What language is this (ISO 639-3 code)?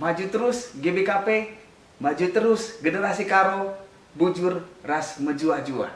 btx